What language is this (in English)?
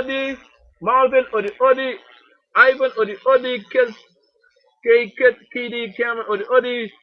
Sranan Tongo